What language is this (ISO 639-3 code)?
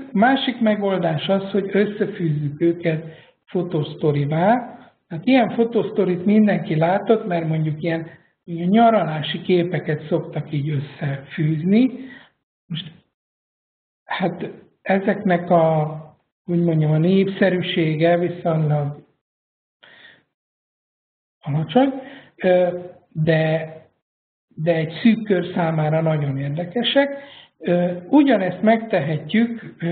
hun